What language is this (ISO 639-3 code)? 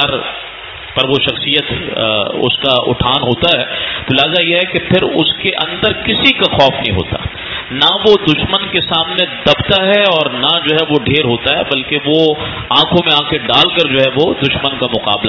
urd